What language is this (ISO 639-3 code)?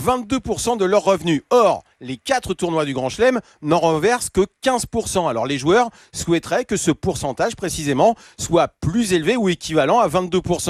fra